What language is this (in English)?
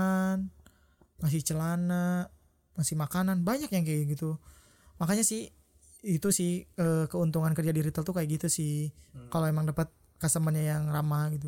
Indonesian